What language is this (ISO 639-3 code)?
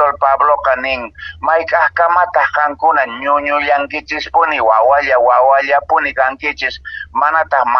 que